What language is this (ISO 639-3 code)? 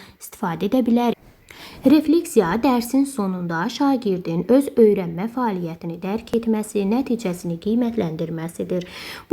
aze